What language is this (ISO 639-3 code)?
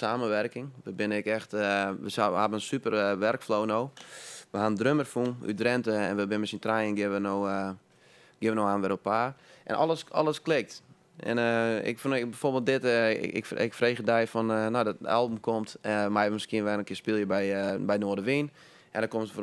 fry